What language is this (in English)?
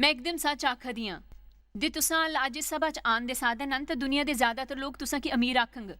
Dogri